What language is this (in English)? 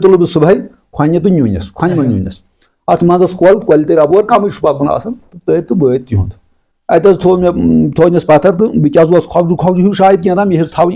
Kashmiri